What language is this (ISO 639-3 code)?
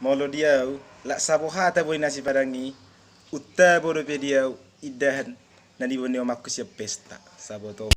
bbc